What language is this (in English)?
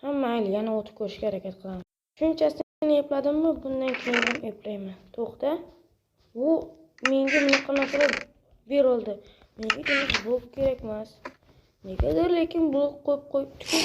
Uzbek